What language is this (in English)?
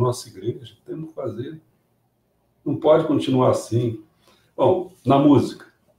Portuguese